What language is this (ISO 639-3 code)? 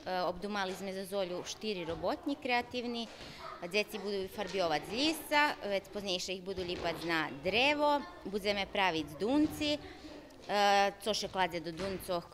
rue